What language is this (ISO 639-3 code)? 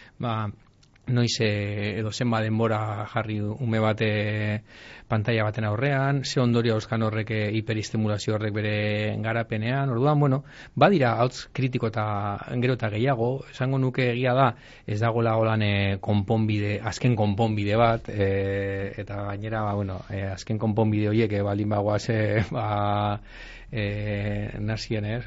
eus